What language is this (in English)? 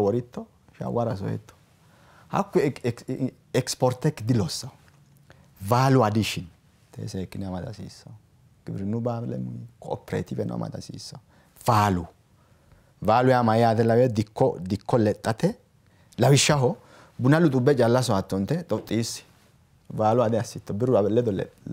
Sidamo